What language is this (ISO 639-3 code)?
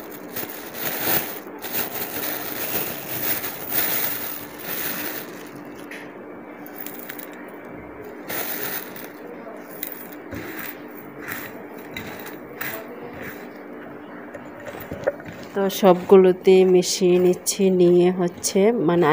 ben